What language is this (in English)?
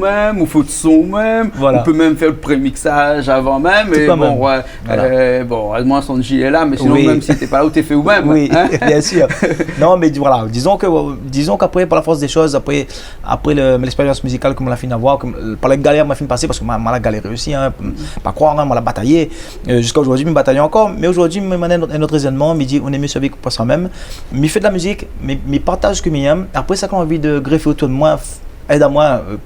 Réunion Creole French